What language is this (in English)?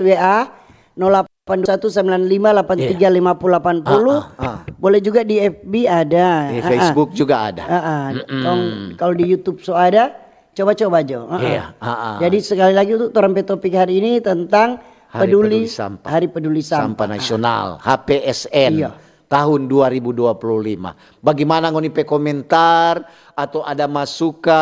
Manado Malay